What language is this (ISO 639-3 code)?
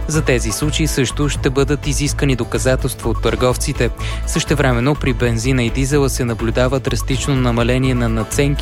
bul